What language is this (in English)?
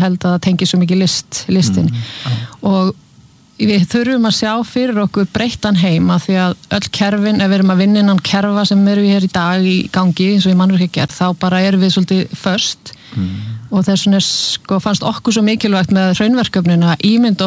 Icelandic